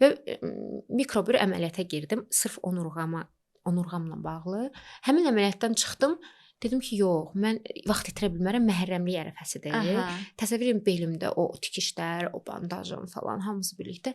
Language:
Azerbaijani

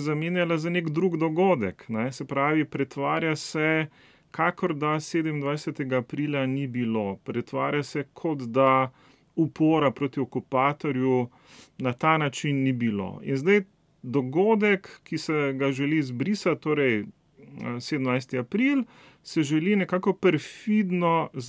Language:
Slovenian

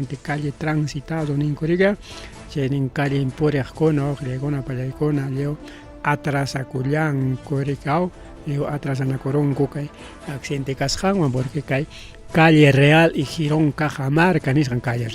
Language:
Ayacucho Quechua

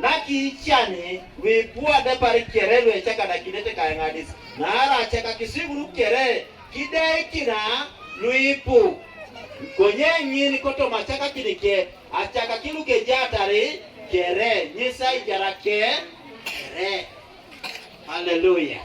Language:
Teso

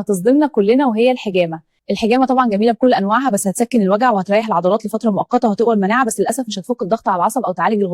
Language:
Egyptian Arabic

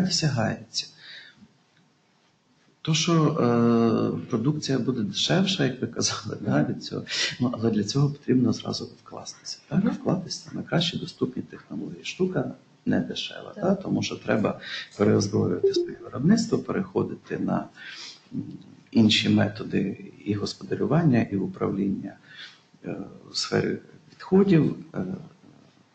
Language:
Ukrainian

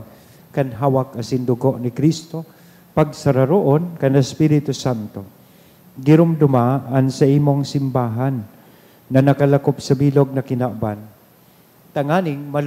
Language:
Bikol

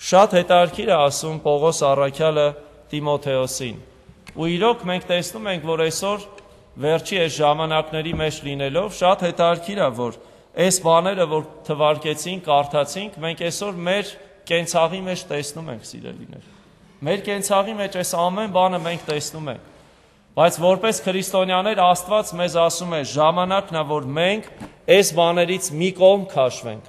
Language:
Armenian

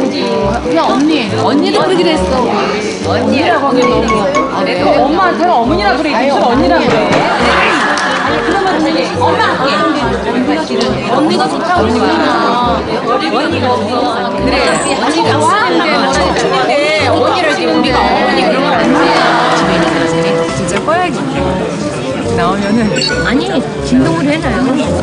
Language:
Korean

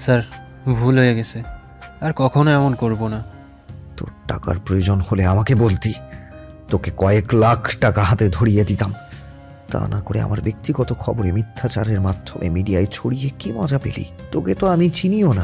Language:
Bangla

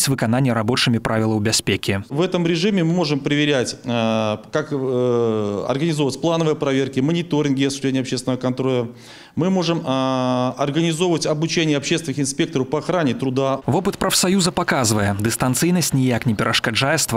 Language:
Belarusian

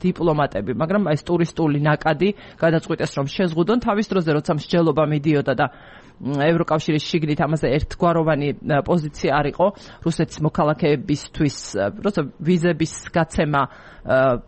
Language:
Georgian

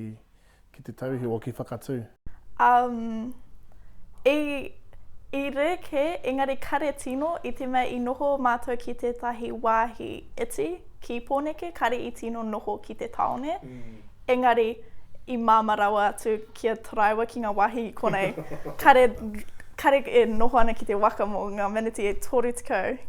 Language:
Māori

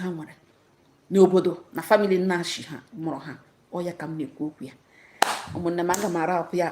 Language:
Igbo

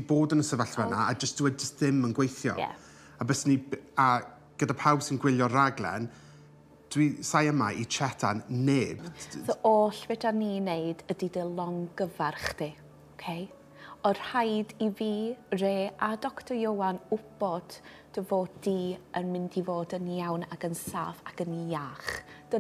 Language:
Welsh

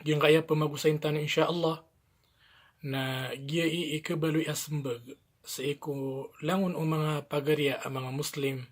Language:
Maranao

